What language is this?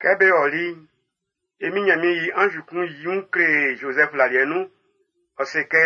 Baoulé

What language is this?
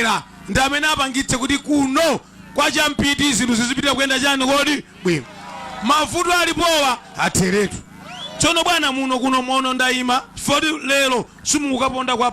Nyanja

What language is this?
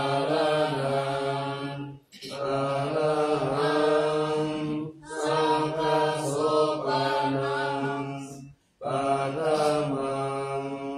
Pali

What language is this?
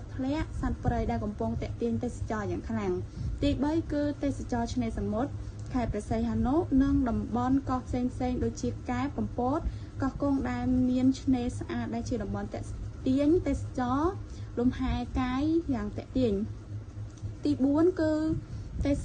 Khmer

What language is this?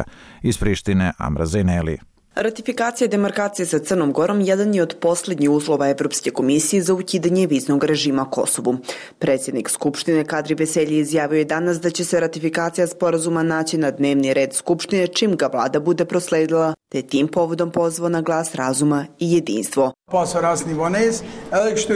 Bosnian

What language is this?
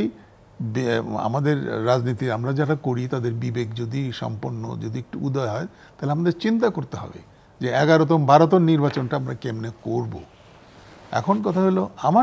Bangla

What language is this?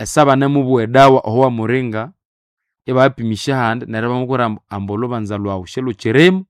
Nande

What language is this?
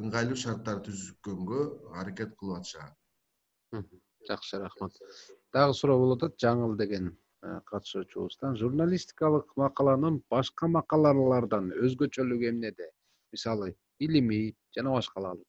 Kyrgyz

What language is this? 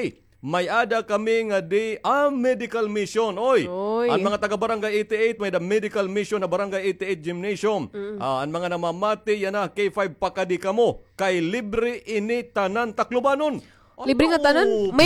Waray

